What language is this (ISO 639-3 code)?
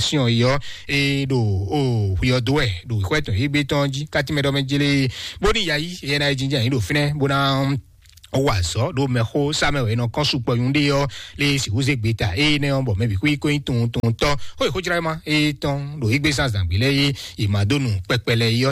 fon